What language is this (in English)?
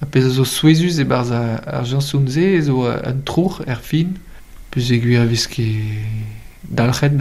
Breton